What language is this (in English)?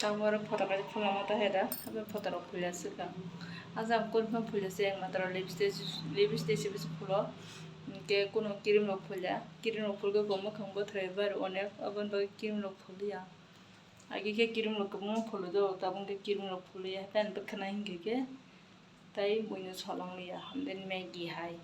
Kok Borok